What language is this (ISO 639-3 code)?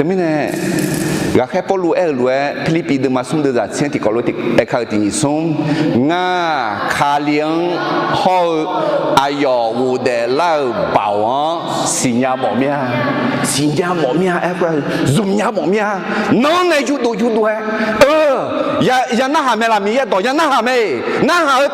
ahk